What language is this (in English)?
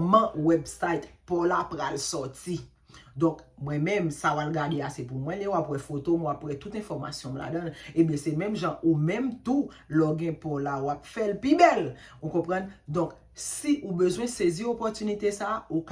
Haitian Creole